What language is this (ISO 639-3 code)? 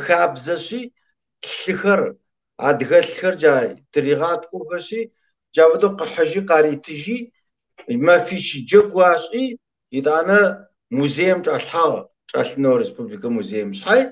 kbd